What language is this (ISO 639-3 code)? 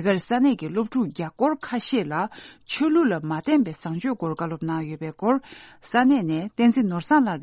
bod